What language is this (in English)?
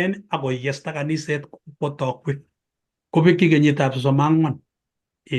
Kalenjin